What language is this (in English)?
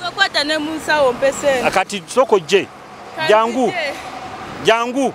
Nyoro